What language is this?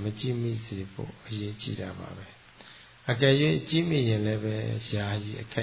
Burmese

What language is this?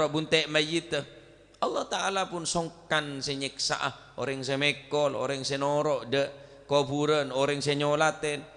Madurese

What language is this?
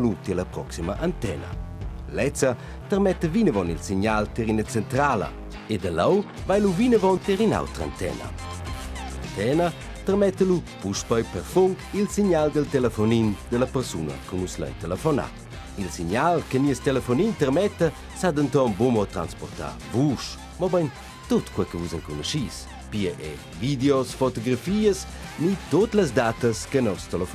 Romansh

